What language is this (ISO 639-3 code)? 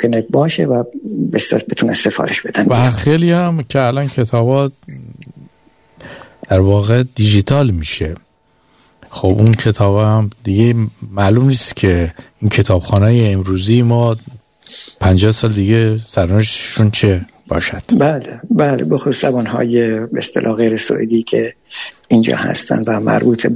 fas